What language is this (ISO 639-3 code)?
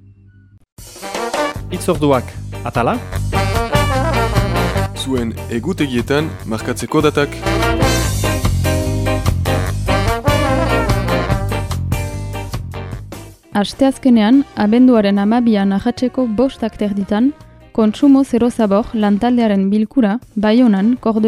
eus